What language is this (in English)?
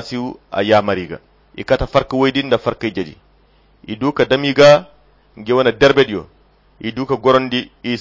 Koyra Chiini